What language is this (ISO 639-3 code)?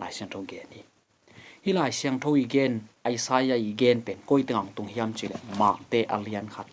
ctd